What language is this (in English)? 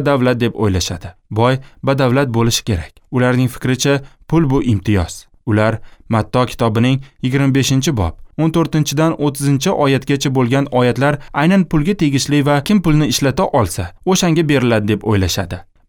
Uzbek